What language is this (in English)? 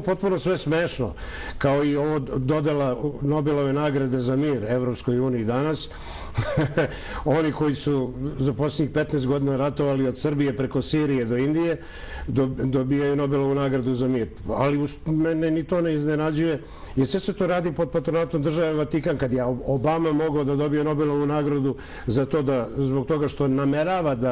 Serbian